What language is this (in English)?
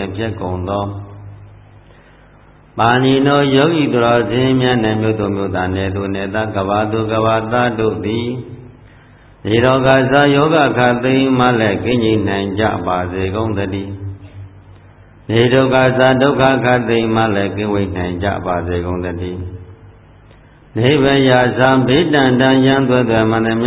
Burmese